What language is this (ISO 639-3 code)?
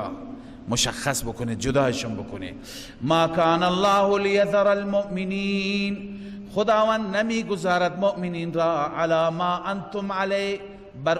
fas